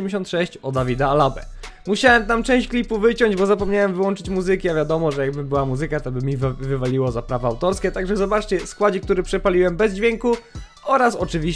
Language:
Polish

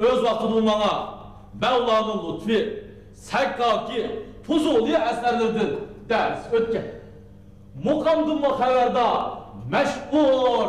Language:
Uyghur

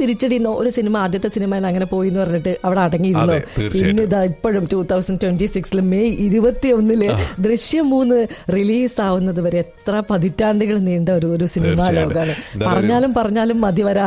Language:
Malayalam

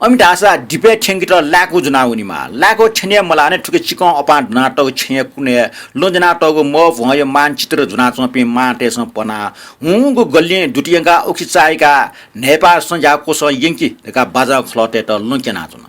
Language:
Newari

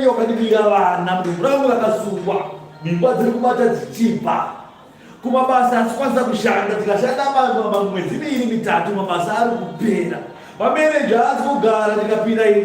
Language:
Shona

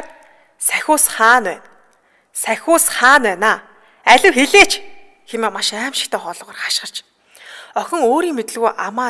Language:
Mongolian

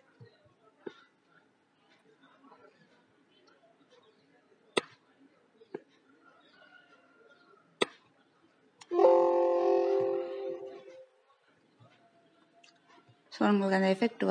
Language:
Tamil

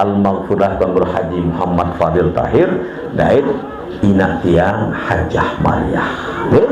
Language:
Sasak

